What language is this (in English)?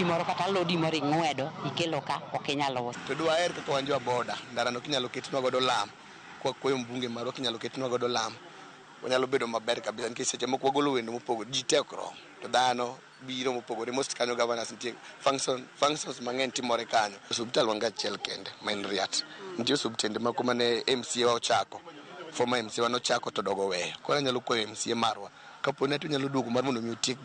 Luo (Kenya and Tanzania)